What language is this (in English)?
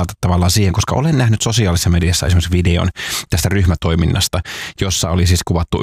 Finnish